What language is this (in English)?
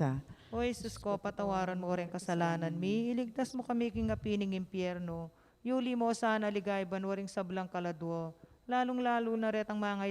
Pampanga